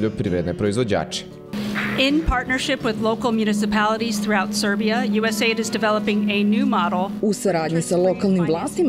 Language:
Serbian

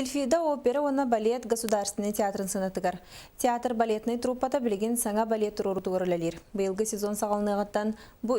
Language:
Yakut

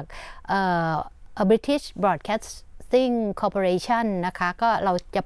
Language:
Thai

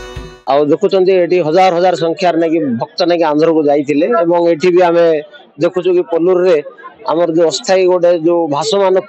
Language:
Odia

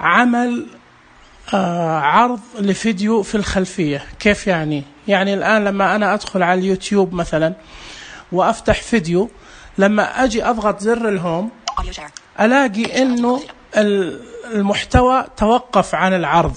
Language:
Najdi Arabic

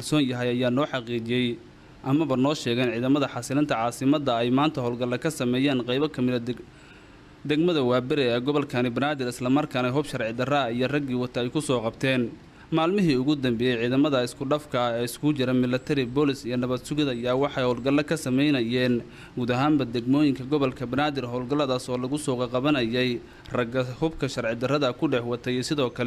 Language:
Somali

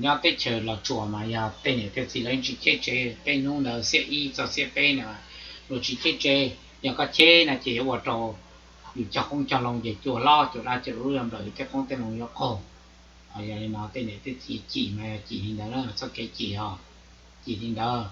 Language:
Hmong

